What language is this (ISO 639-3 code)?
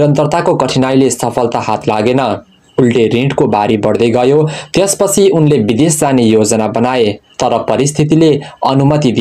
nep